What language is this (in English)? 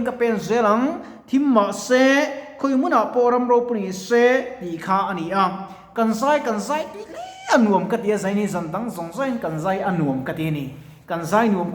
Mizo